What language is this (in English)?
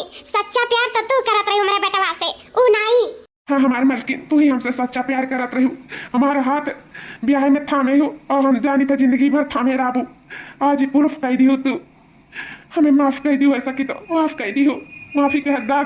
Awadhi